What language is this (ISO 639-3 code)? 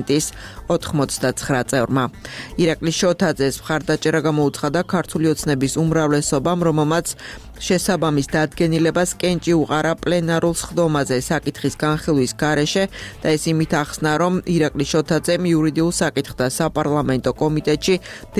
kat